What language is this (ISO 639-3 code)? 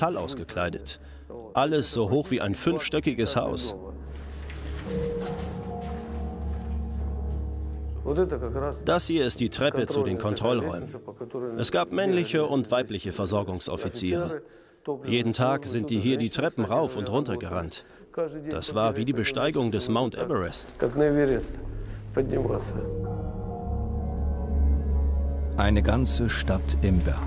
deu